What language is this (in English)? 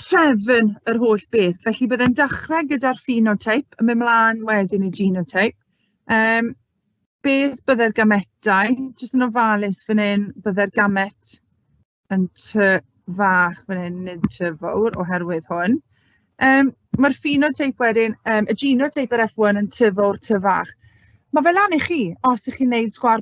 Welsh